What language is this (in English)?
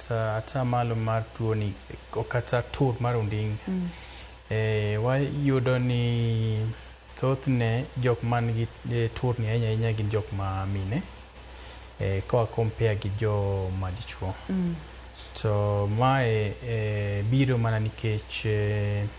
Luo (Kenya and Tanzania)